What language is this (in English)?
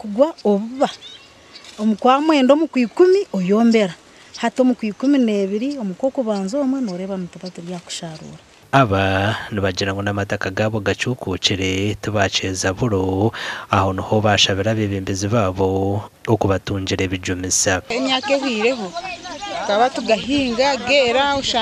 Nyankole